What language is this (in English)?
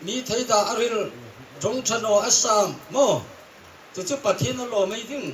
Hmar